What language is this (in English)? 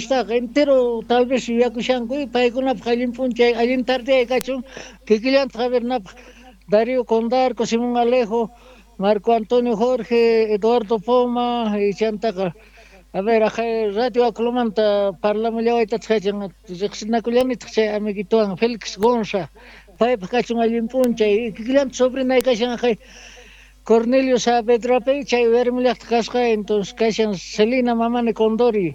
South Bolivian Quechua